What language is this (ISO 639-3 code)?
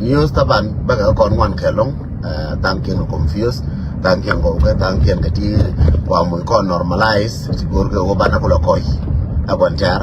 nus